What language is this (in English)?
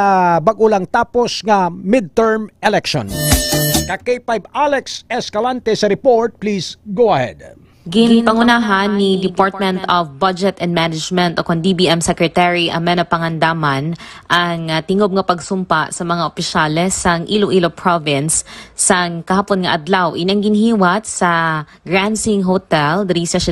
Hiligaynon